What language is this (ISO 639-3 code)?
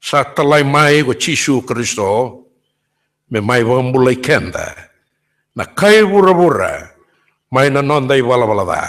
fij